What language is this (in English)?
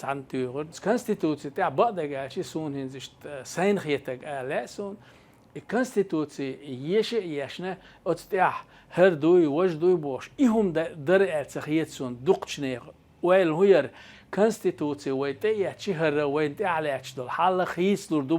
Chechen